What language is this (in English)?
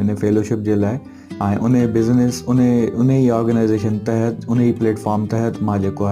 Sindhi